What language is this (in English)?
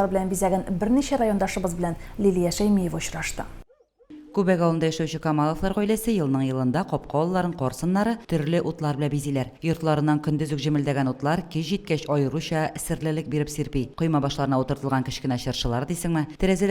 Tatar